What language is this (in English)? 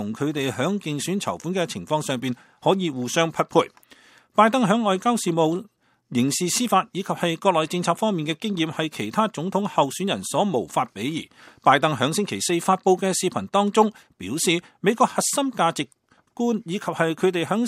Cantonese